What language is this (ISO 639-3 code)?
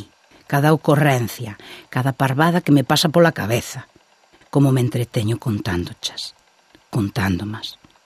glg